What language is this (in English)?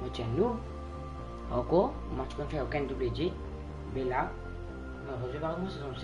Morisyen